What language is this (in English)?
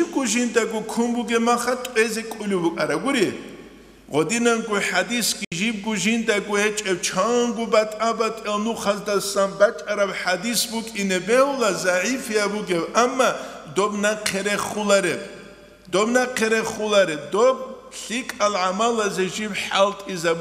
Avaric